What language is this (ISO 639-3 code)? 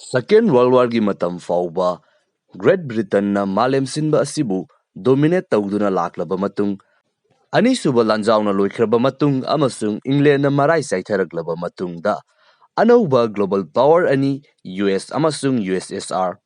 mni